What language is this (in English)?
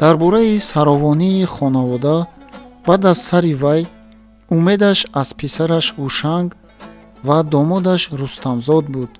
Tajik